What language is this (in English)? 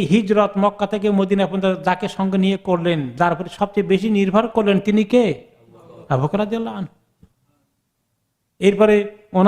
Bangla